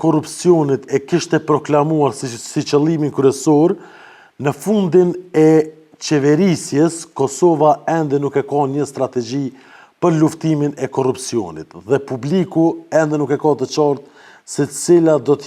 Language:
Albanian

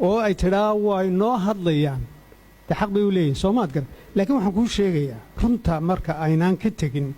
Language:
Somali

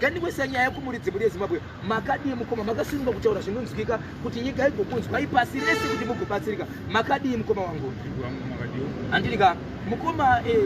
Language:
Shona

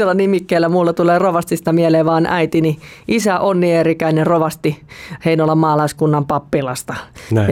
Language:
Finnish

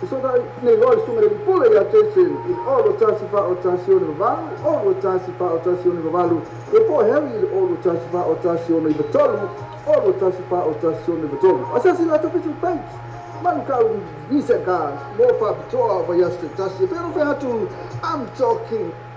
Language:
Samoan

